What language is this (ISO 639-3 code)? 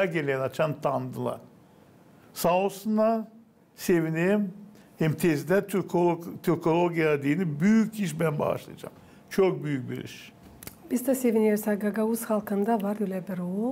gag